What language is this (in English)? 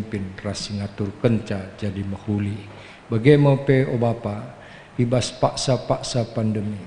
Batak Karo